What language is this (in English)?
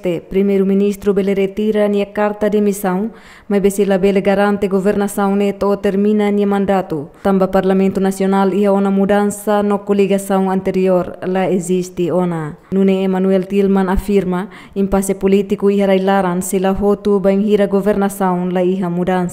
Tetum